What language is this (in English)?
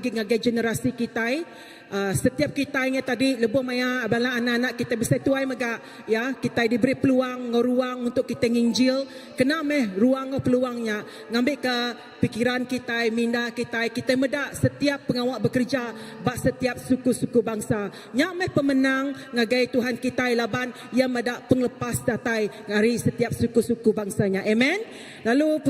Iban